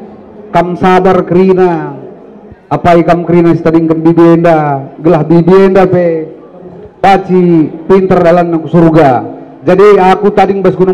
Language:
Batak Karo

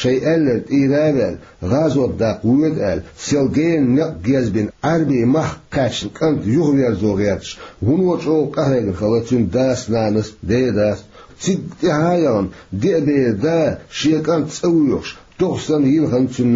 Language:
Chechen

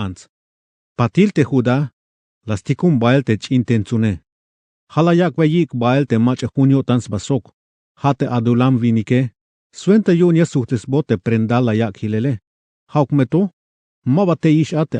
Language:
Tzeltal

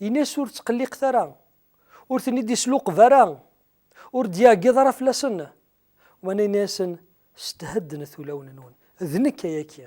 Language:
Kabyle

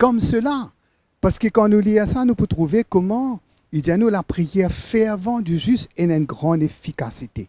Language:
Morisyen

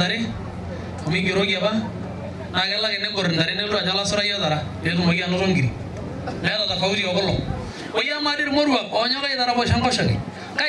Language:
Masai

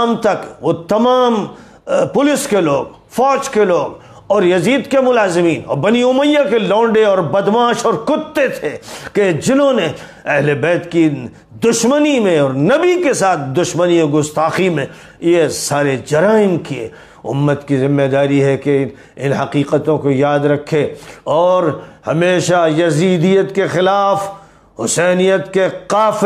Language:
Urdu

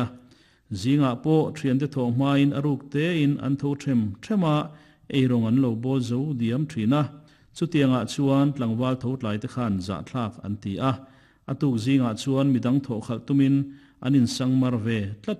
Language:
Mizo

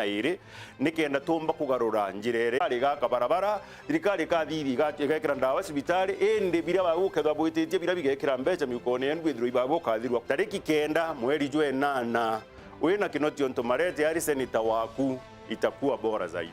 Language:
Meru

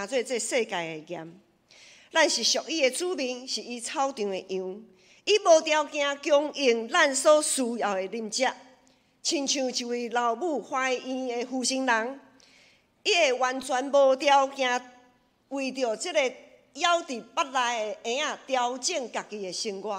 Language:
Min Nan Chinese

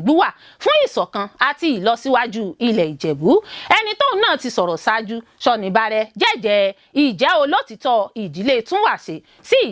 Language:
Yoruba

